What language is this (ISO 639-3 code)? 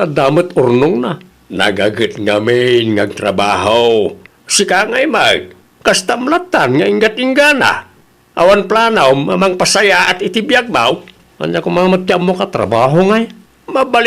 ilo